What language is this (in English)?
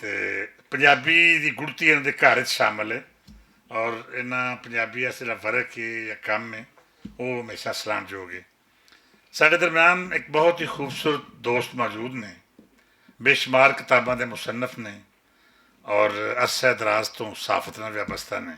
Western Panjabi